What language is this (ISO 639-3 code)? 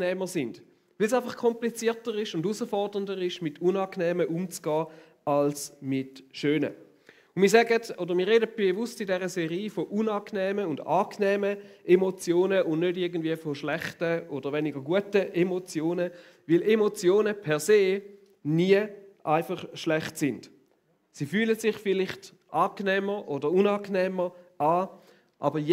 gsw